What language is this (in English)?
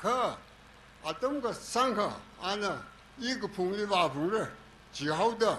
Tangkhul Naga (India)